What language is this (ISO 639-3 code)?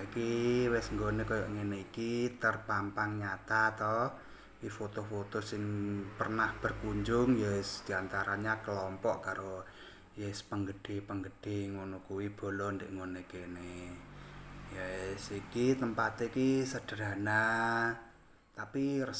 jav